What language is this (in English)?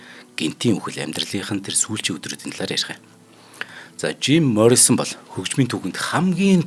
Mongolian